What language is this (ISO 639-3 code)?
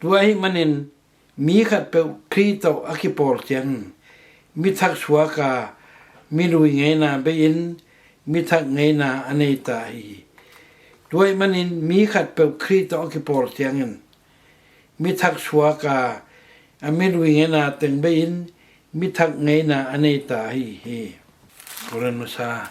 ctd